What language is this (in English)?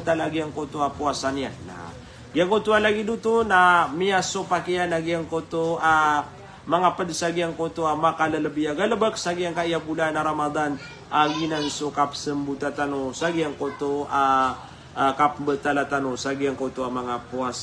Maranao